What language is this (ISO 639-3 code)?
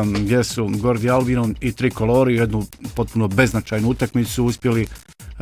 hrv